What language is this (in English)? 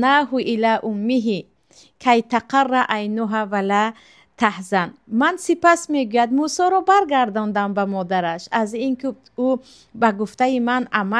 Tajik